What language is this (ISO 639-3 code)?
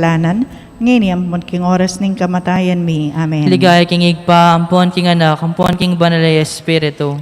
pam